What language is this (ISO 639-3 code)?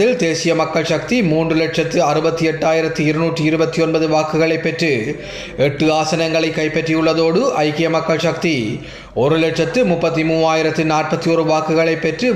tam